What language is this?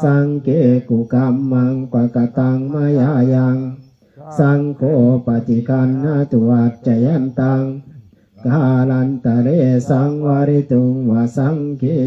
Pali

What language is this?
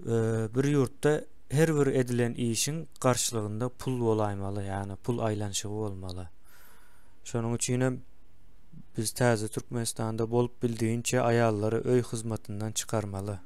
Turkmen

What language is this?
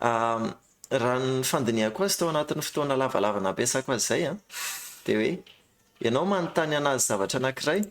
Malagasy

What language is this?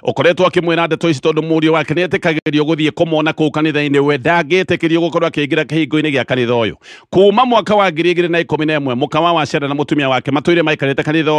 Kikuyu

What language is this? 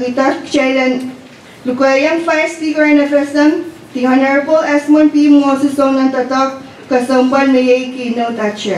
Pohnpeian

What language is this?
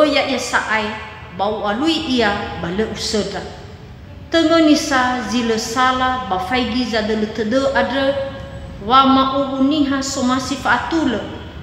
Nias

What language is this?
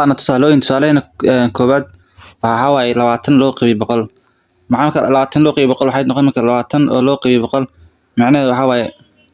Somali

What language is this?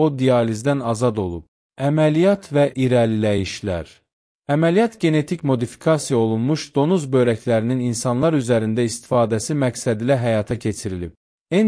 Azerbaijani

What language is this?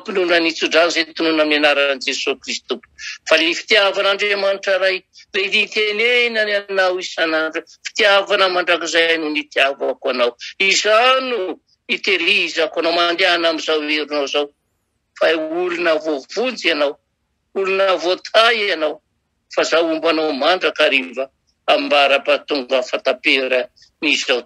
Malagasy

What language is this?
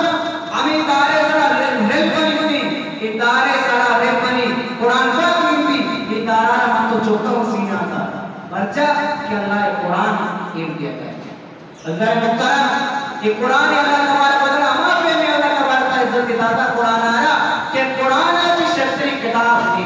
Eastern Balochi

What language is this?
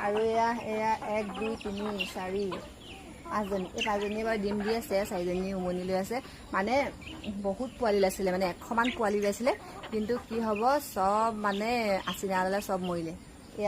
Assamese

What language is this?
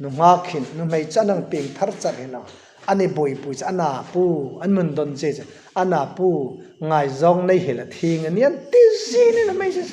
Hmar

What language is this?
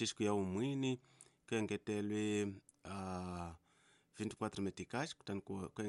Tsonga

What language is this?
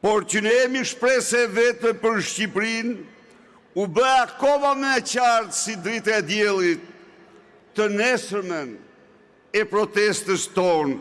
Albanian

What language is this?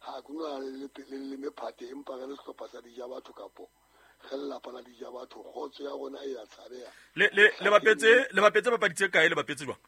Southern Sotho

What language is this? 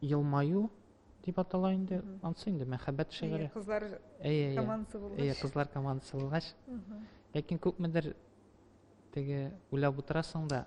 Tatar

